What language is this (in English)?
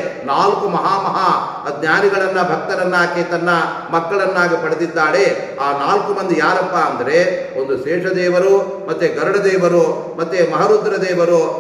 Kannada